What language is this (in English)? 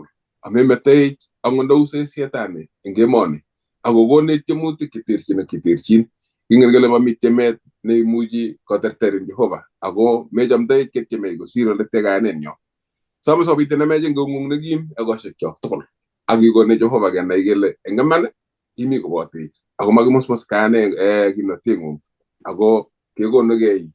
Kalenjin